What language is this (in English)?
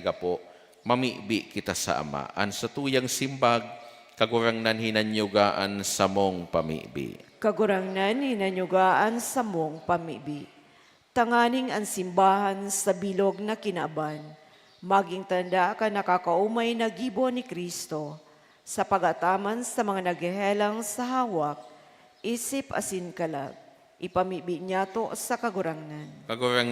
Bikol